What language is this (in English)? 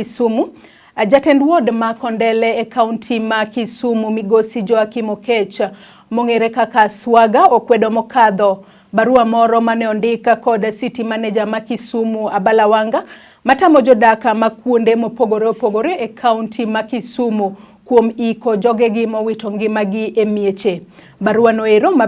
Luo (Kenya and Tanzania)